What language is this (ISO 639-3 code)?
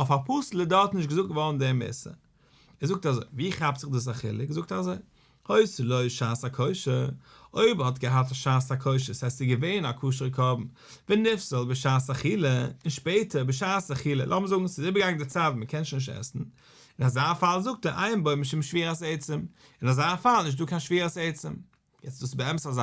yid